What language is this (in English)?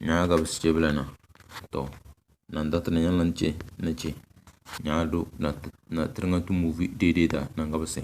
Tem